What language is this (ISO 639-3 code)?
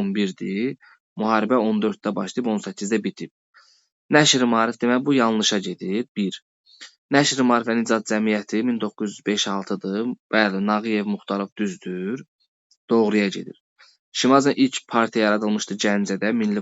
aze